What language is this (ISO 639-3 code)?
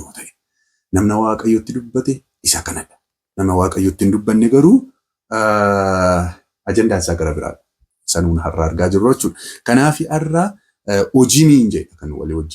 orm